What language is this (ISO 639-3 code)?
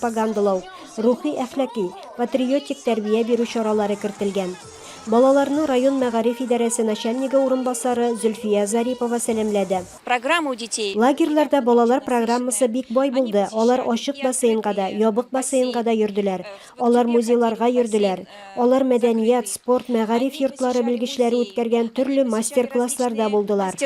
tat